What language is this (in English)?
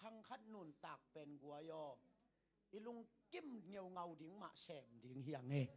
Tedim Chin